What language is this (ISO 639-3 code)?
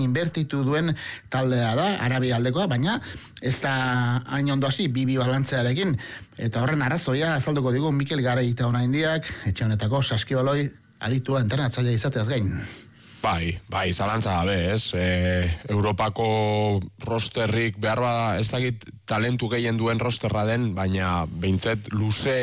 eus